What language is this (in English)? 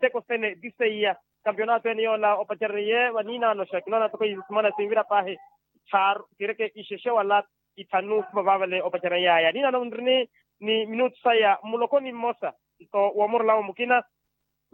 Makhuwa